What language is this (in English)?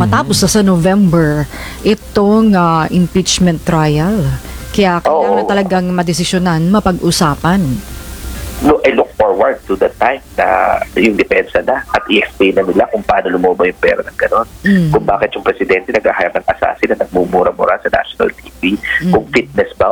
Filipino